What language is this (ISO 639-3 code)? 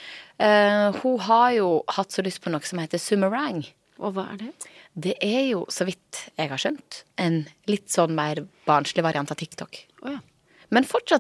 nor